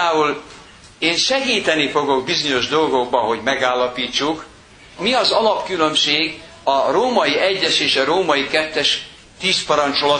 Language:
Hungarian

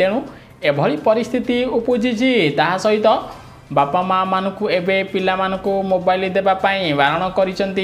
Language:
Odia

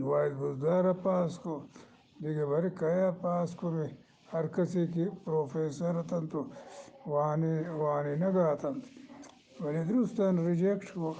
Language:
Eastern Balochi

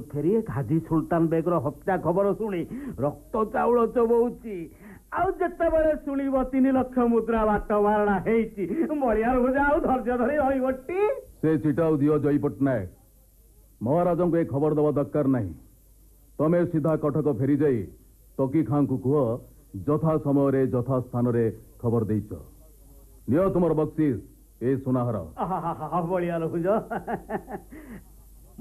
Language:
Odia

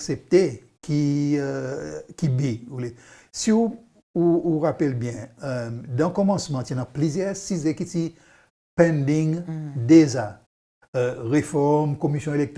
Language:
Seselwa Creole French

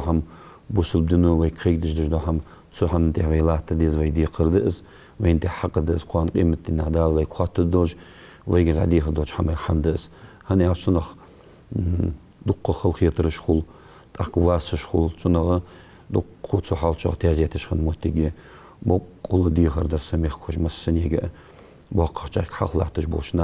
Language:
Ingush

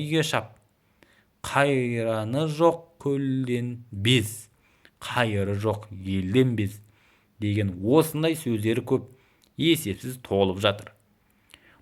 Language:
Kazakh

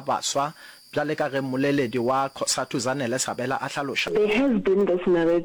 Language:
Northern Sotho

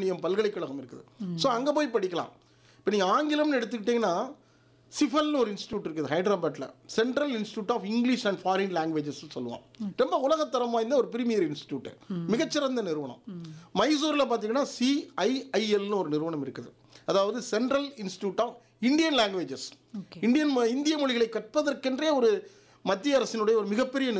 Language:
Tamil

